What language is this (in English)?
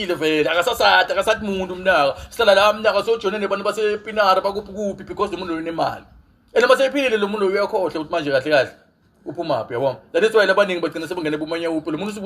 Zulu